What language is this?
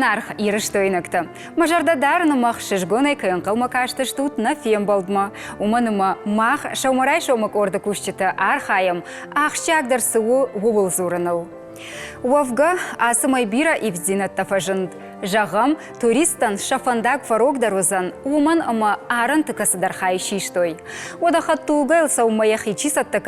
Ossetic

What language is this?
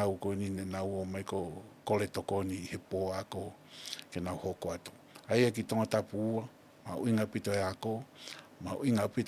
Tongan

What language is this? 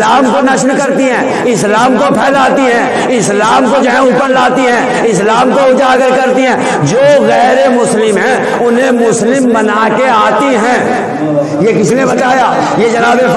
Urdu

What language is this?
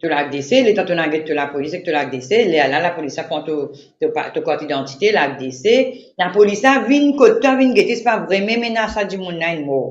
Morisyen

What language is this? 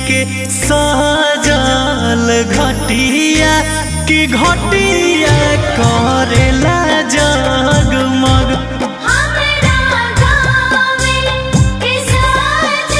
Bhojpuri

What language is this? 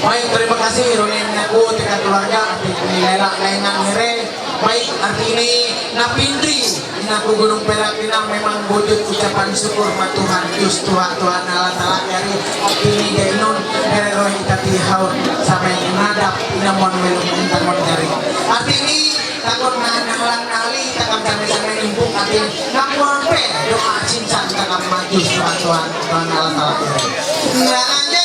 Ma'anyan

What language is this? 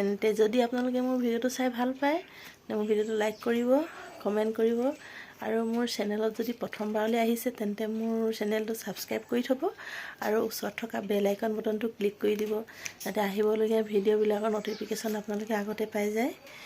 Assamese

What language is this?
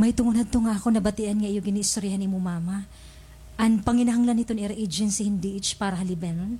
Waray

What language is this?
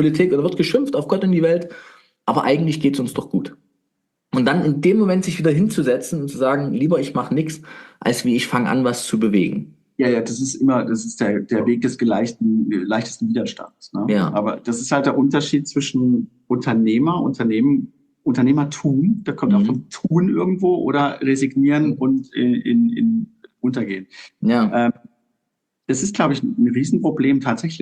German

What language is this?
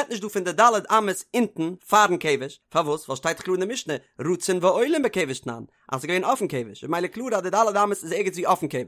Yiddish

